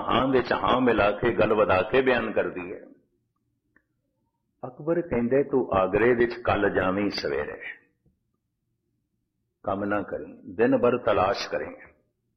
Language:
Punjabi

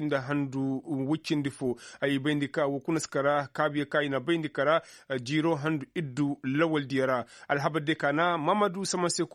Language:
Koyraboro Senni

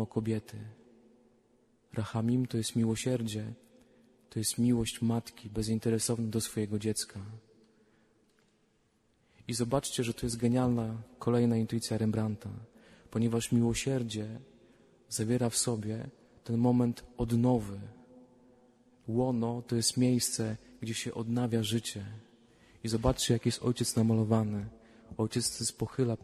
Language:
Polish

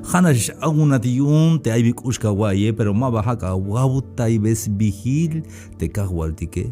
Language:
Tzeltal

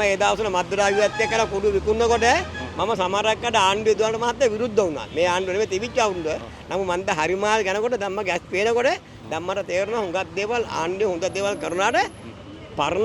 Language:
Sinhala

